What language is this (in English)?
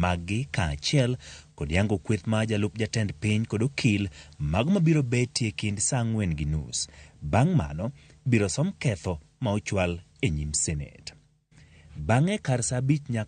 Luo (Kenya and Tanzania)